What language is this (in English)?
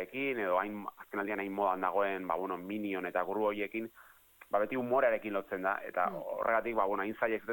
Basque